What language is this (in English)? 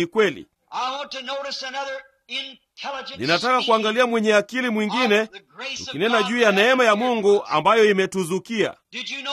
Swahili